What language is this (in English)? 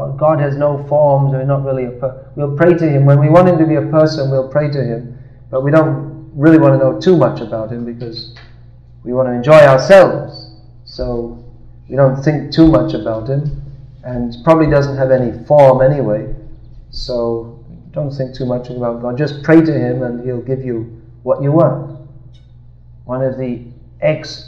English